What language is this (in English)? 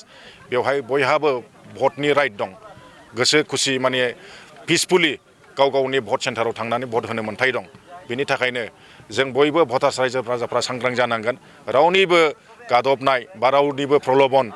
Bodo